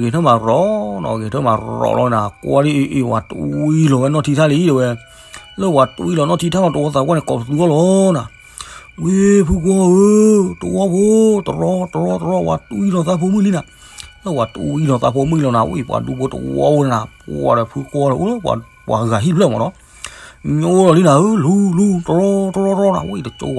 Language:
S'gaw Karen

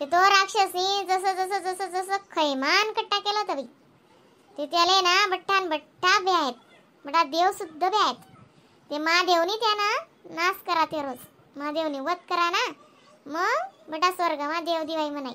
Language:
Khandesi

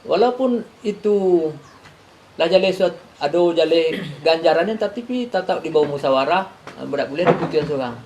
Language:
Minangkabau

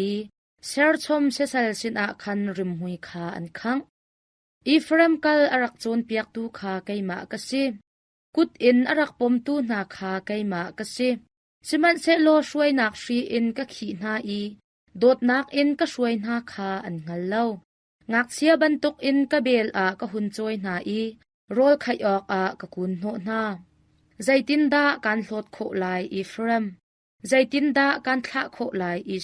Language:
Hakha Chin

